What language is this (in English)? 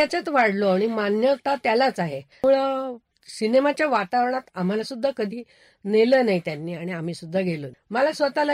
Marathi